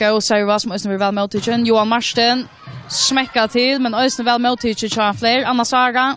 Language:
Faroese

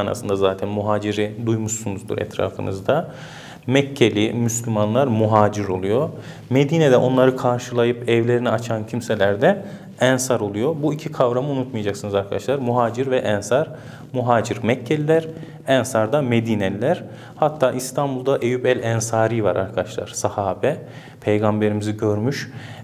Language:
Turkish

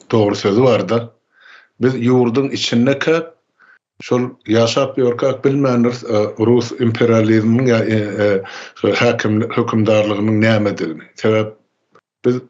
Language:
Turkmen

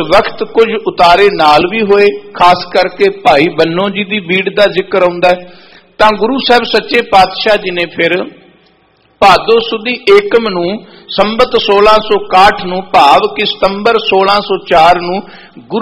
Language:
Punjabi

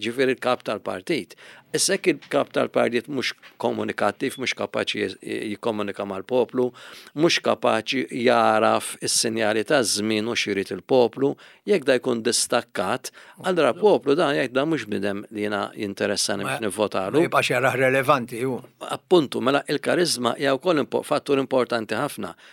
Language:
Maltese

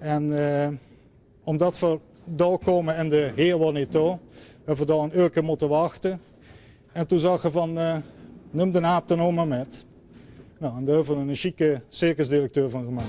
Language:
Limburgish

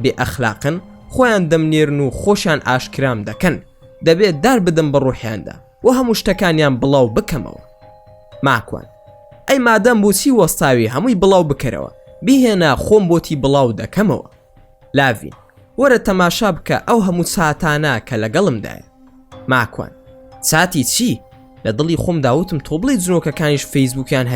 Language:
Central Kurdish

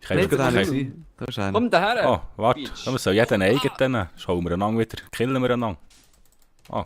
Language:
Swiss German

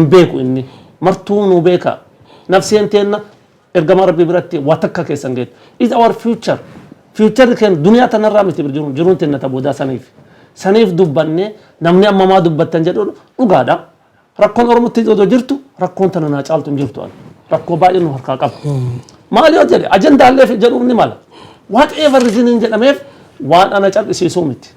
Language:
Oromo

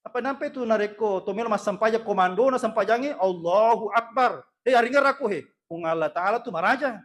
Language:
Buginese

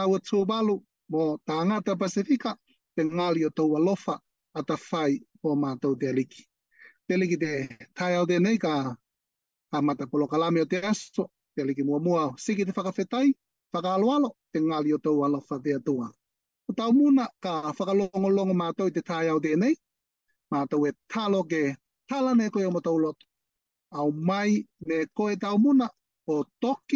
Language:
Latvian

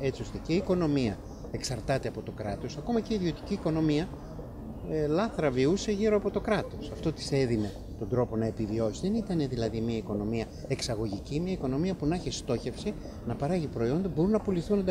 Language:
Greek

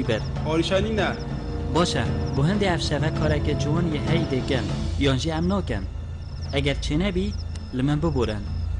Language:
Kurdish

